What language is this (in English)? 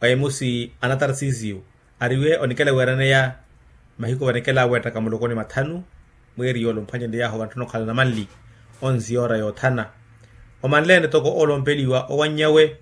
Makhuwa